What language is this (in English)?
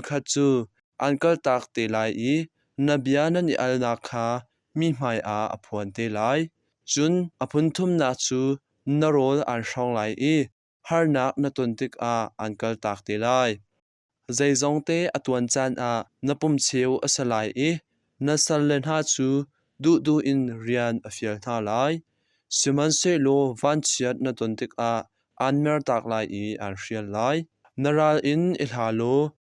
Hakha Chin